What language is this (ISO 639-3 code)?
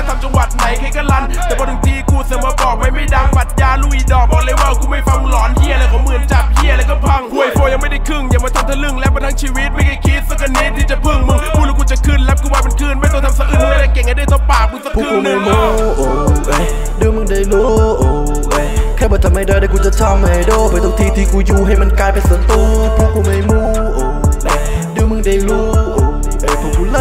tha